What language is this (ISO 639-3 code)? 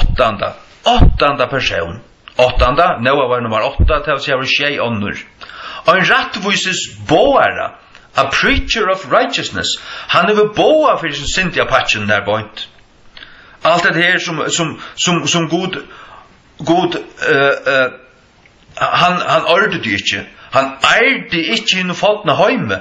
fao